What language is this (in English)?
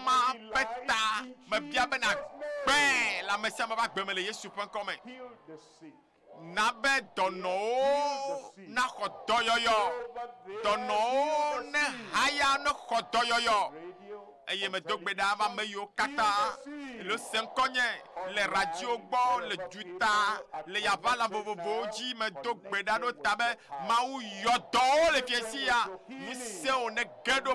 Ewe